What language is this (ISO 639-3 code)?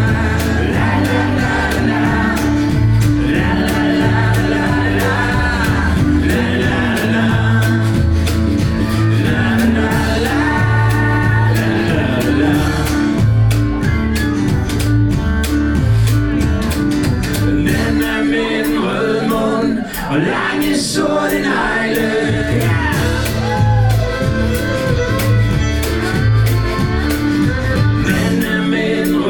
dan